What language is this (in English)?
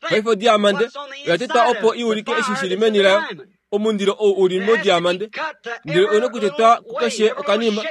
Kuanyama